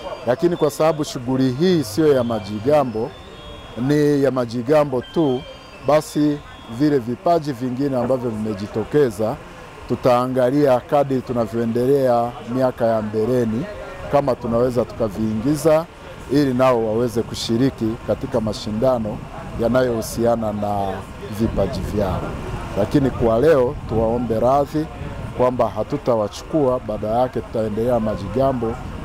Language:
Swahili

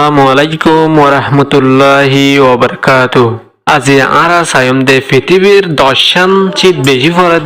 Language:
Rohingya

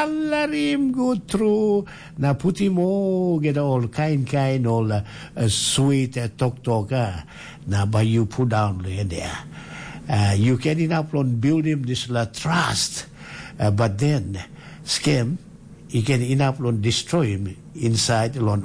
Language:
Tok Pisin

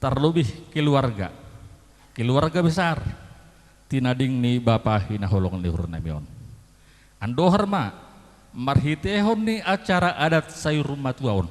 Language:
Batak Simalungun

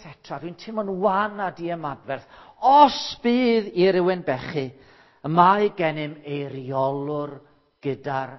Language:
Welsh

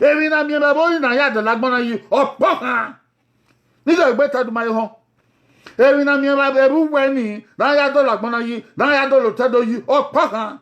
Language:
Bini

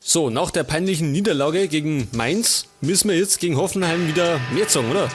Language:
Bavarian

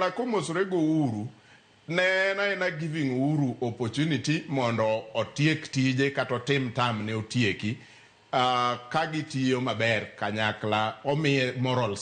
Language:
Luo (Kenya and Tanzania)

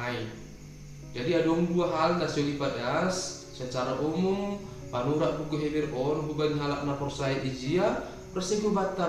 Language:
Batak Simalungun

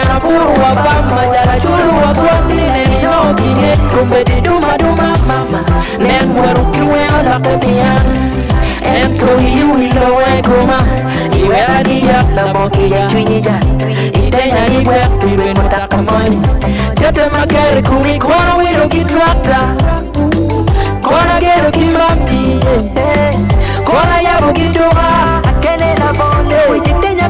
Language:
Acoli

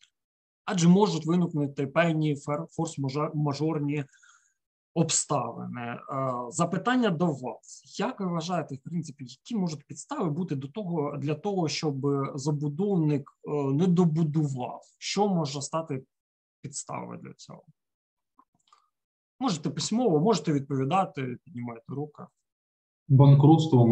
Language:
Ukrainian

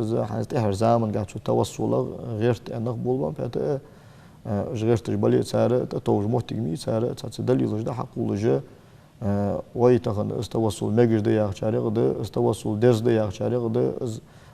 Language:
Ingush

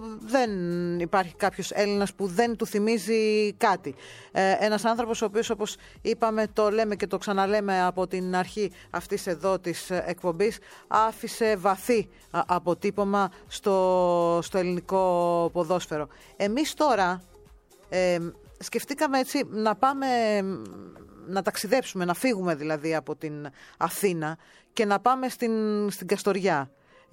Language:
Greek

